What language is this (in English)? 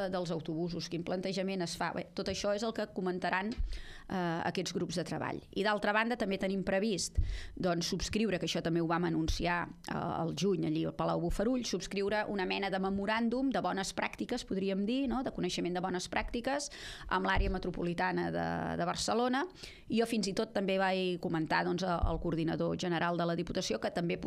Catalan